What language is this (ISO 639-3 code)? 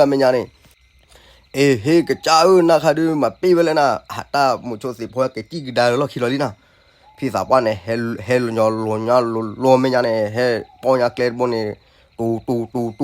ksw